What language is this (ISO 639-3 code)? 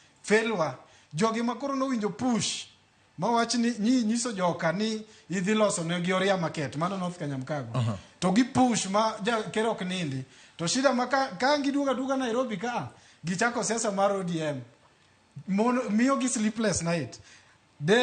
luo